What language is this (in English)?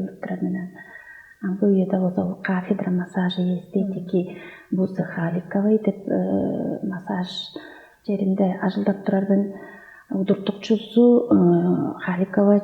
Tuvinian